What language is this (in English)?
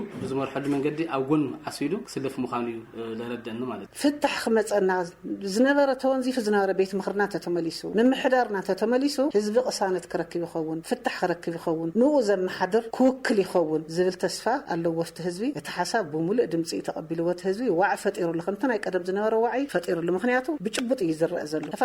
Tigrinya